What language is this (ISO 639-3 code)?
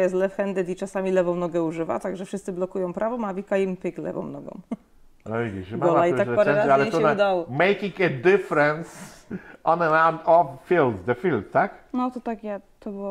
pol